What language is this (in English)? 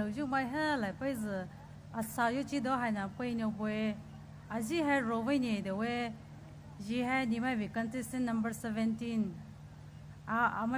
Poumei Naga